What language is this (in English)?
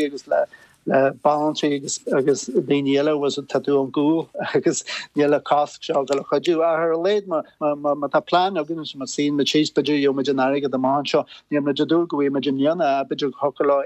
Irish